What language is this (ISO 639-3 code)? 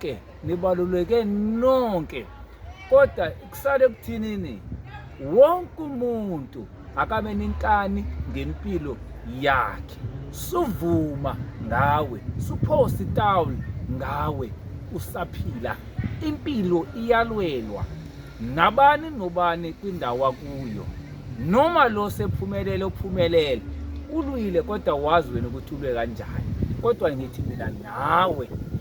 zul